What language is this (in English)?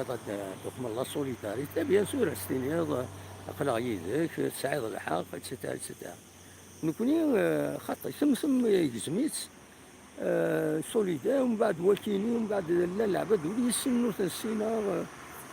Kabyle